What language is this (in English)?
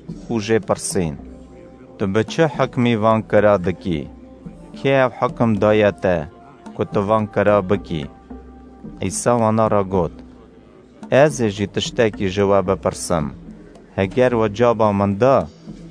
Kurdish